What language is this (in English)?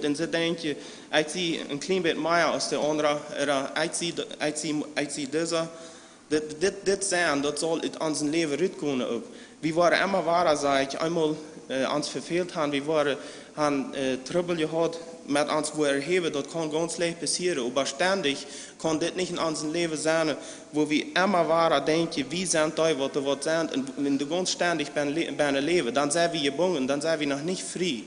Plautdietsch